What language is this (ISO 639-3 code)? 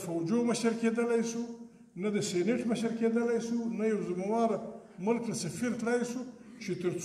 pus